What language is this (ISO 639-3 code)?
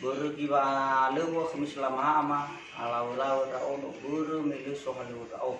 nia